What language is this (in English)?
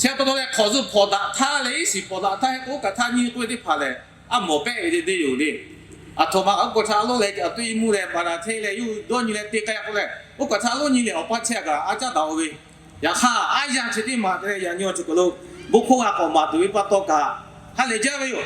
Lahu